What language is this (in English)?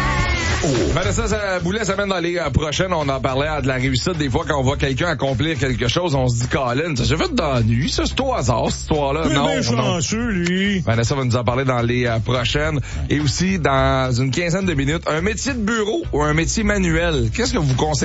French